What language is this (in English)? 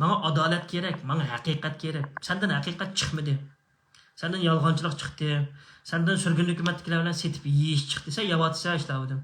Uyghur